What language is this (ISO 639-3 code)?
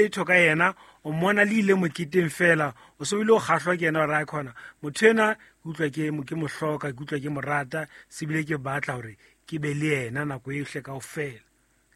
sot